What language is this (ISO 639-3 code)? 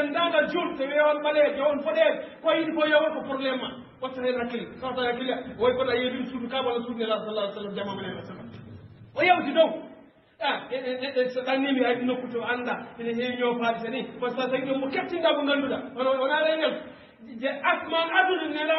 ful